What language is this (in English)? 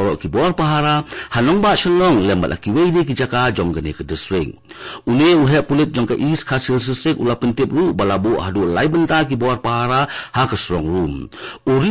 Khasi